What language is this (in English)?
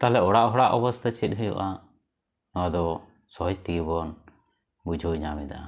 Santali